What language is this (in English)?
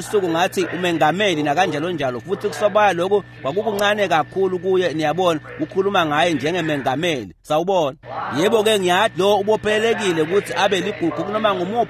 Swati